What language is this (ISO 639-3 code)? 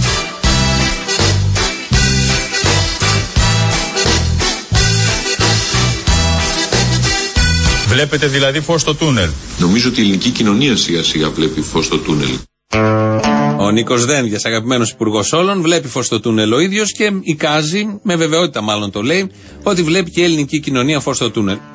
ell